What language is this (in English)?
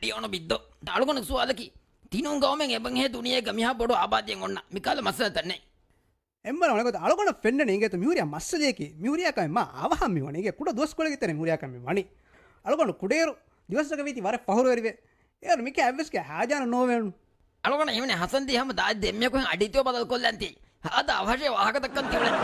Divehi